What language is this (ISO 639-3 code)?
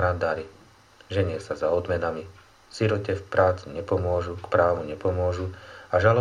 slk